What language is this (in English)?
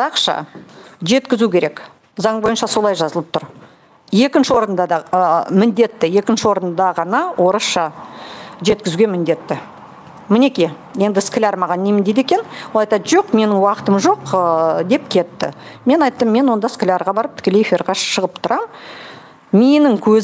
Kazakh